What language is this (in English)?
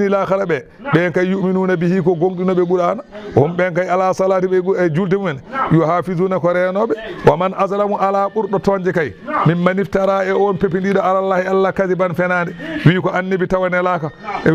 Fula